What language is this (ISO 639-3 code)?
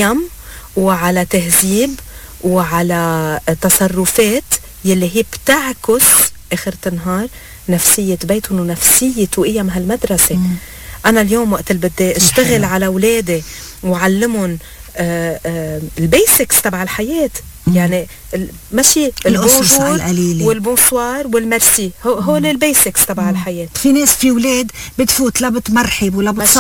apc